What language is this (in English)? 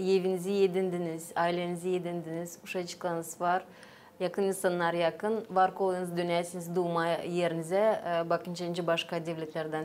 Gagauz